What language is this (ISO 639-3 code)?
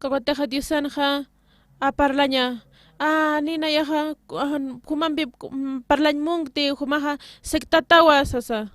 aym